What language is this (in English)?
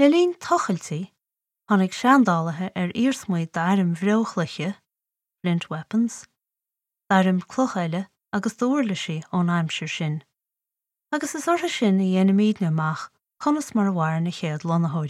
Irish